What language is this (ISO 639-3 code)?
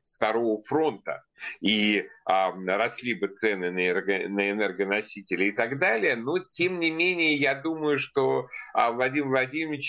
rus